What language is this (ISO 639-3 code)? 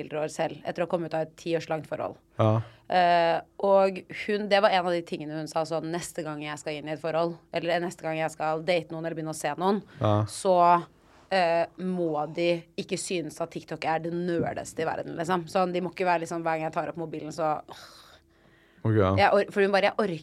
nor